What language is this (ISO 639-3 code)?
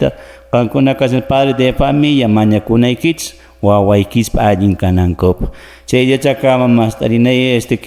que